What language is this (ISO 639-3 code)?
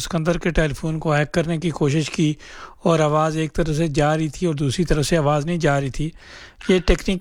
urd